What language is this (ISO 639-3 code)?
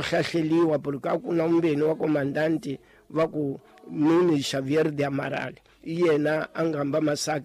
tso